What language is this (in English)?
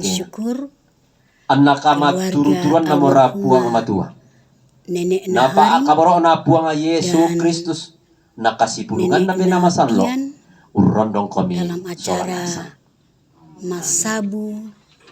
Toraja-Sa'dan